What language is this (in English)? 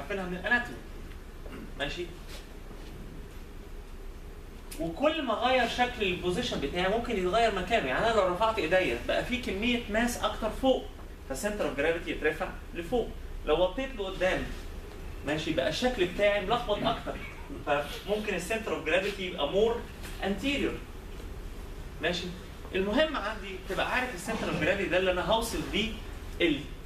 Egyptian Arabic